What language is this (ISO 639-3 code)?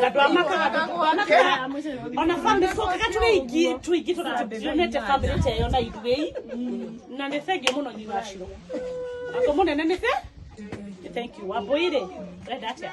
kik